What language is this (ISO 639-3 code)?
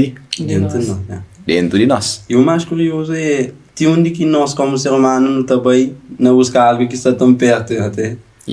kea